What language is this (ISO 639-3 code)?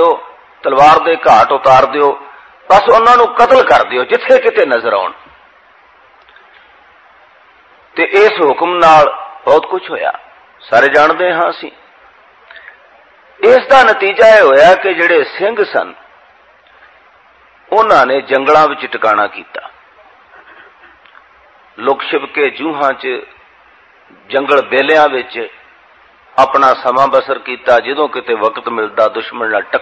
pan